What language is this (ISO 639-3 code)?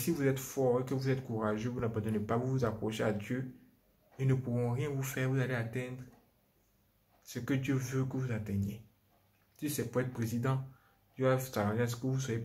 fra